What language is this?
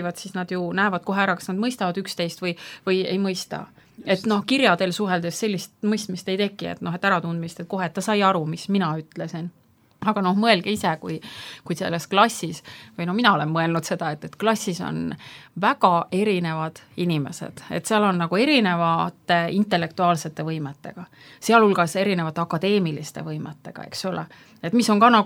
Estonian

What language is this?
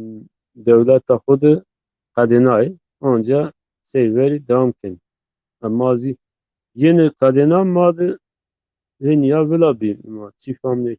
Zaza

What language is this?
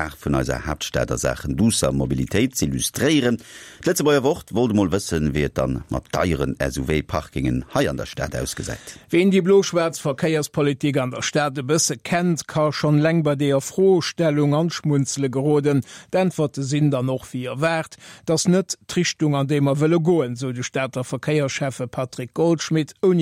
Luxembourgish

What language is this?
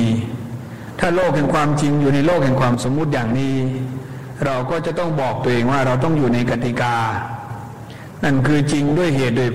Thai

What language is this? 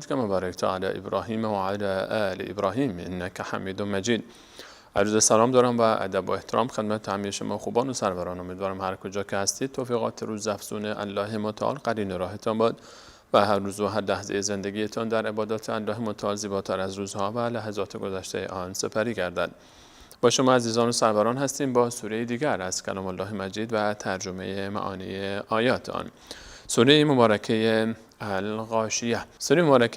Persian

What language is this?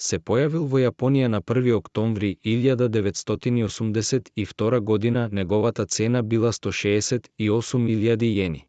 Macedonian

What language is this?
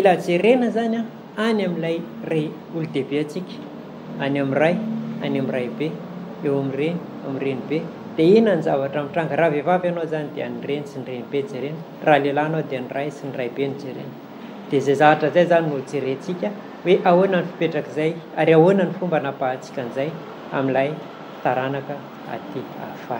Malagasy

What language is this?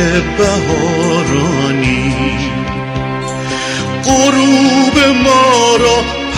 Persian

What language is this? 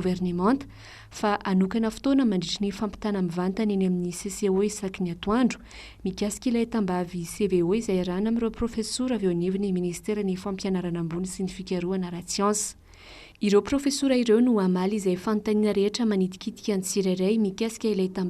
Malagasy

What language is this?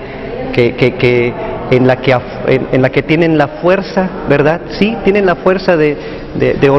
Spanish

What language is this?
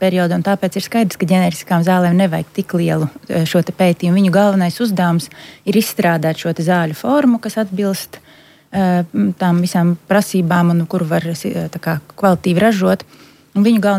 Latvian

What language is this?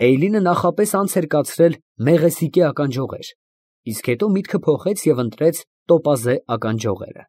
Armenian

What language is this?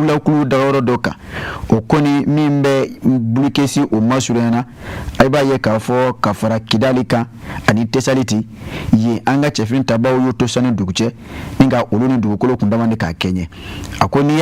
Bambara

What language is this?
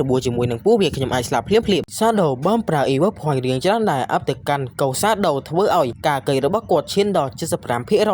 Khmer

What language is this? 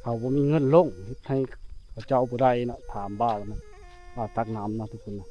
Lao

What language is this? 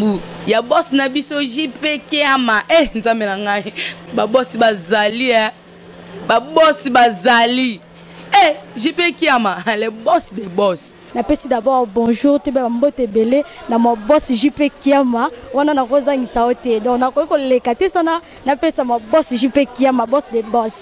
Lingala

